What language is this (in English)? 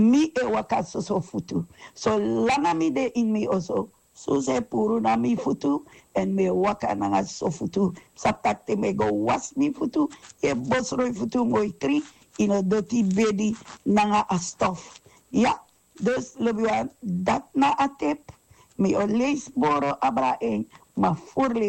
Sranan Tongo